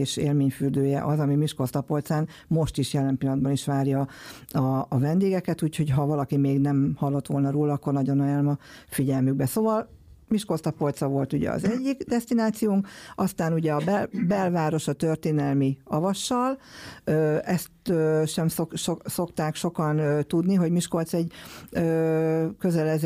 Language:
Hungarian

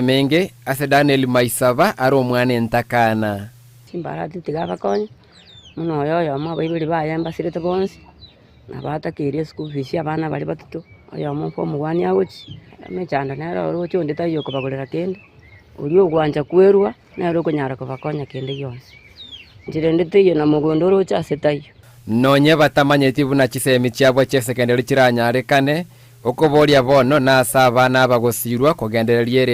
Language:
Gusii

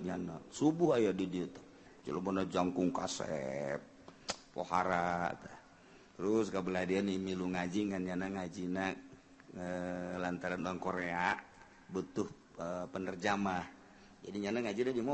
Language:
Sundanese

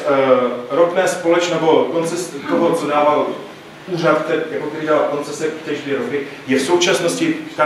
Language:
Czech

